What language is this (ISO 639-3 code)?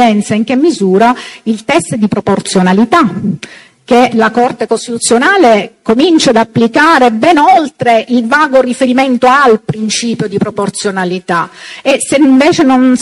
ita